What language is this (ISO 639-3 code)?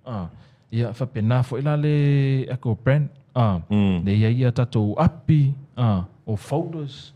smo